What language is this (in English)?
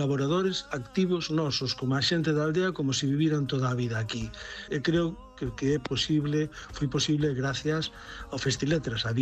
Galician